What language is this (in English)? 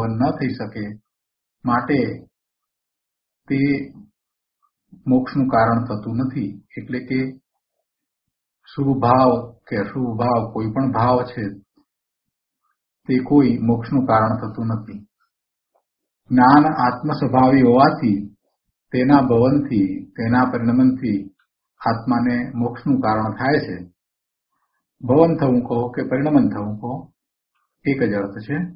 Gujarati